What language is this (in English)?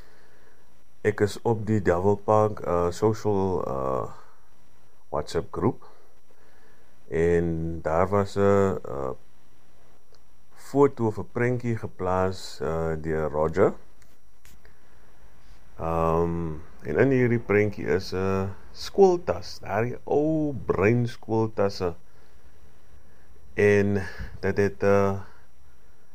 Afrikaans